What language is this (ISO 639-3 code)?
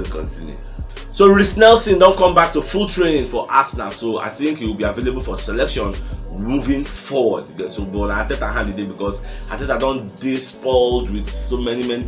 pcm